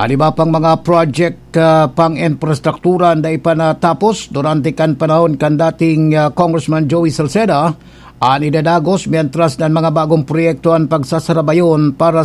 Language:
Bikol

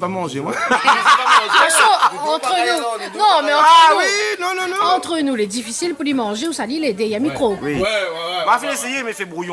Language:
Réunion Creole French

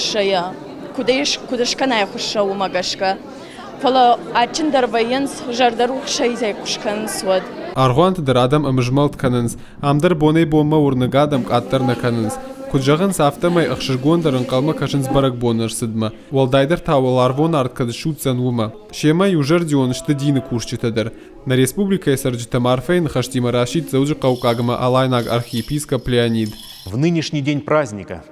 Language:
Ossetic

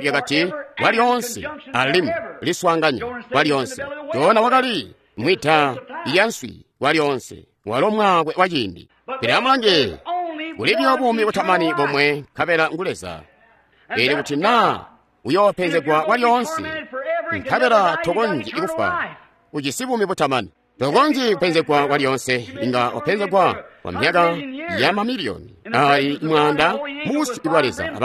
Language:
Tonga (Zambia)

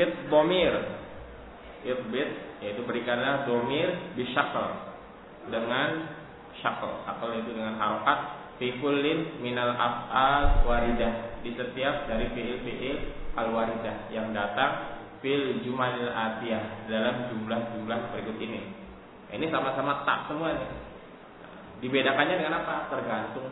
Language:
Indonesian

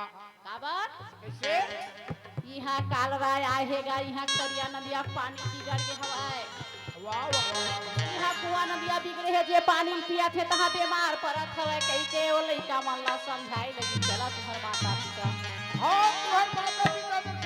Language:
Chhattisgarhi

